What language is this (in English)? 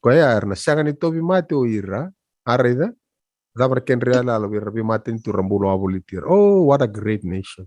Fijian